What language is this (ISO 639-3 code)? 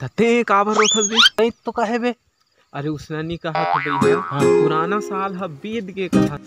hne